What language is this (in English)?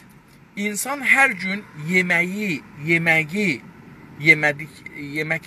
South Azerbaijani